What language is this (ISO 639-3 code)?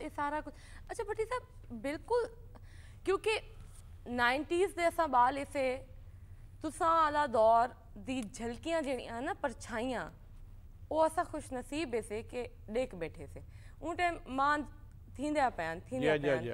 skr